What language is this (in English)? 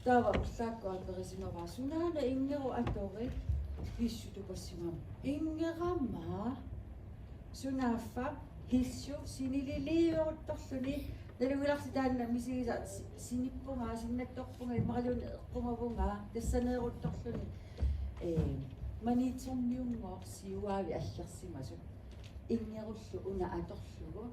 Kalaallisut